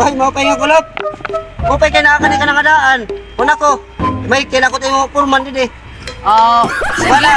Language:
Waray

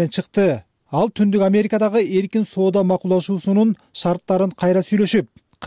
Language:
Kyrgyz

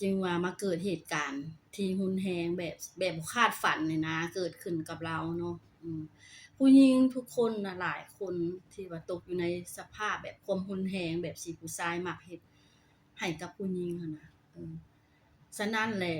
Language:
Lao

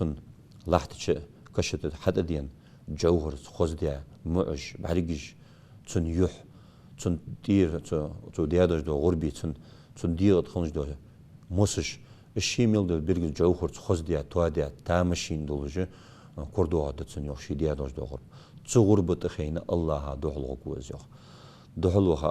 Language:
Ingush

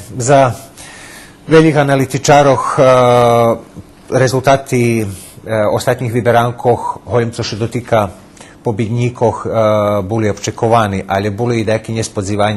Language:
Rusyn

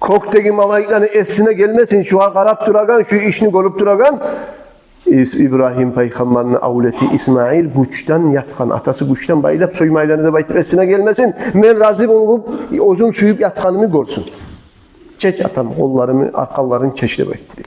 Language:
Kumyk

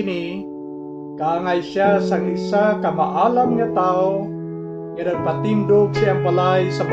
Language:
Hiligaynon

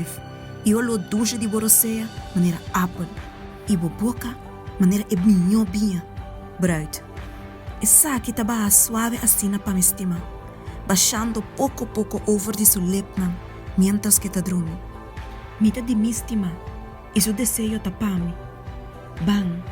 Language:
Papiamento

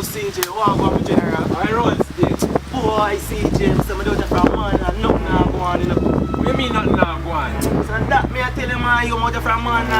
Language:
Jamaican Creole English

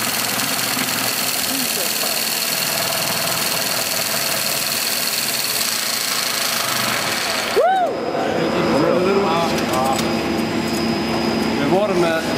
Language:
Icelandic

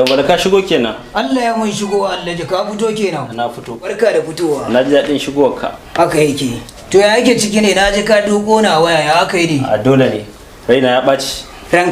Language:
Hausa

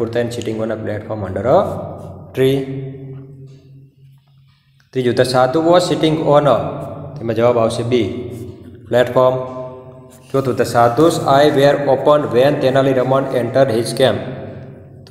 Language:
Gujarati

